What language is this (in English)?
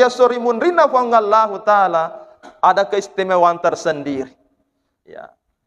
Buginese